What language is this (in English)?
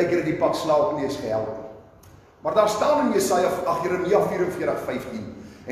Afrikaans